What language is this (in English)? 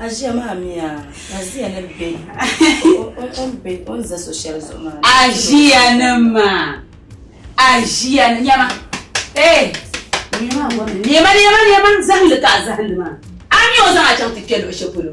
Dagbani